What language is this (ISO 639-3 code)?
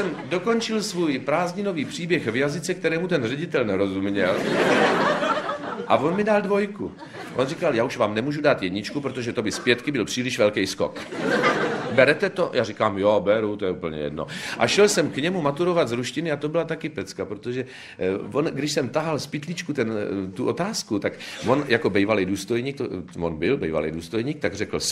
ces